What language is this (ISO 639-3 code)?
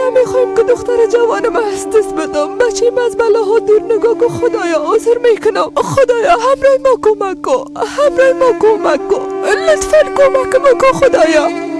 fas